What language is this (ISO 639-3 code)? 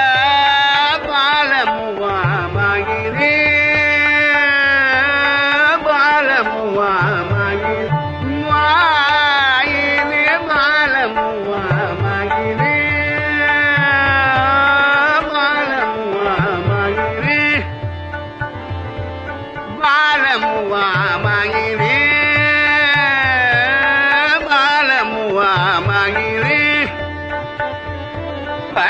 bho